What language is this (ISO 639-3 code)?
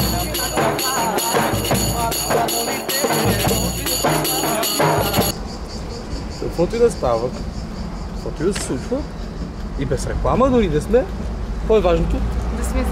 bul